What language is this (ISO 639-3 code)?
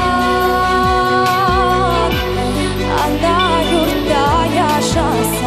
crh